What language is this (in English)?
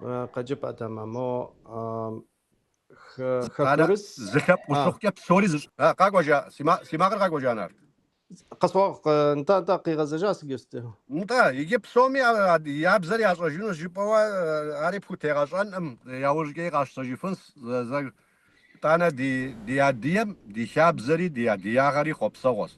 Kabardian